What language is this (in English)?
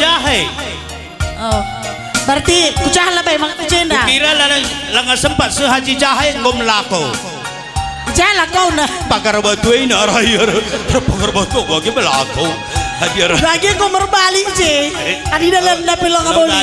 Batak Karo